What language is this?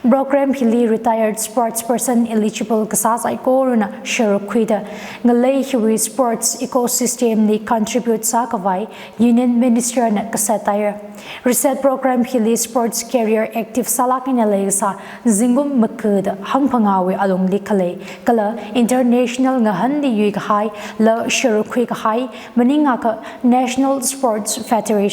Tangkhul Naga (India)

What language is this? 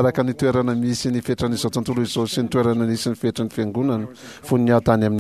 Malagasy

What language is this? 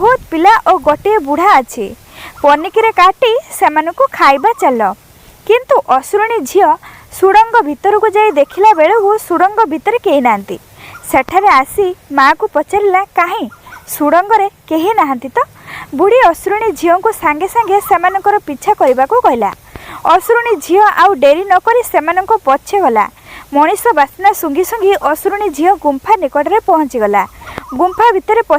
Odia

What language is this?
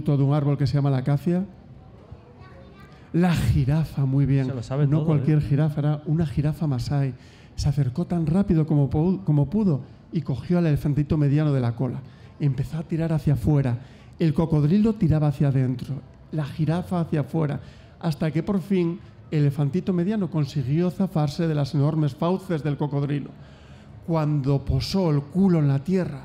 Spanish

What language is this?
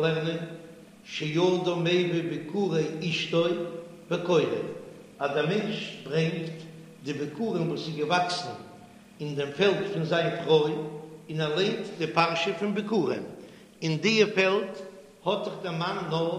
Yiddish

